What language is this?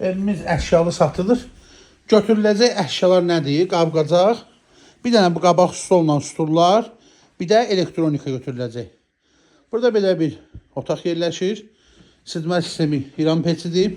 Azerbaijani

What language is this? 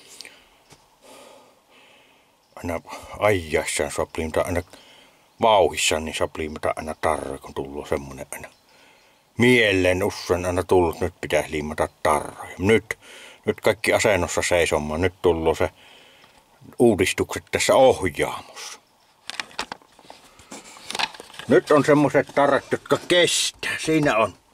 Finnish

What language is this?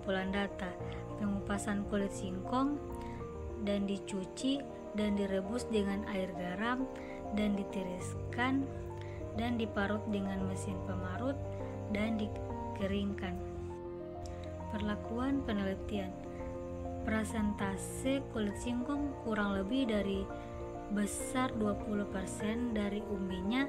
Indonesian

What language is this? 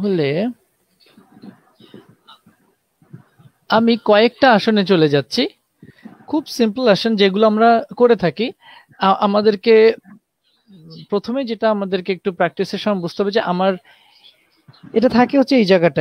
Bangla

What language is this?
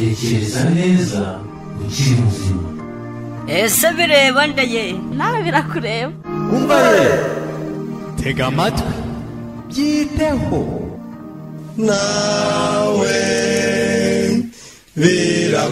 Kinyarwanda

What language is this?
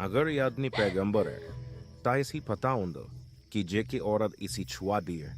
Dogri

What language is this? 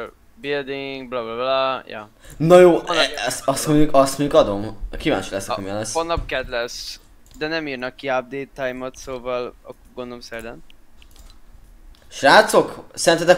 Hungarian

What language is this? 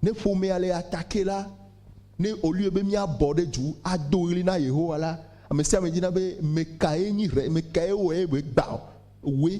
Ewe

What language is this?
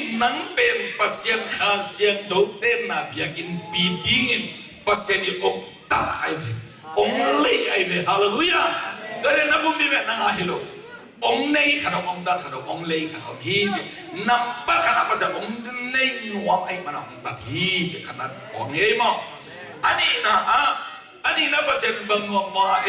Tedim Chin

